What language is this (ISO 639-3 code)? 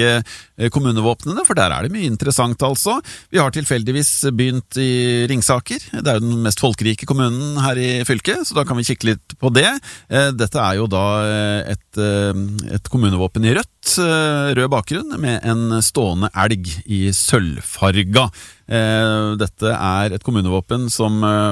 nor